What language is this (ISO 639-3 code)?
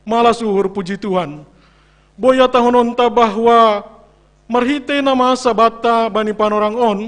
bts